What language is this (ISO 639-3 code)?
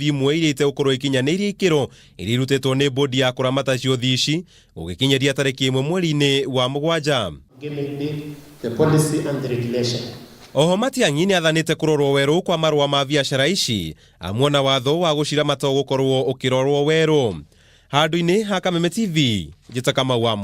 kik